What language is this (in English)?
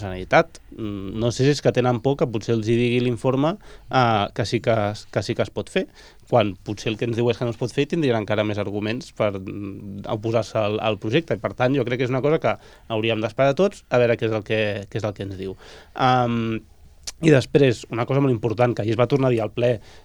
Catalan